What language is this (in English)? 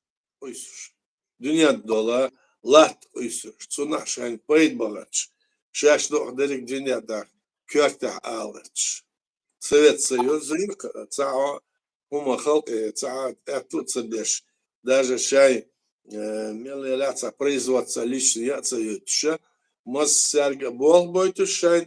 Chechen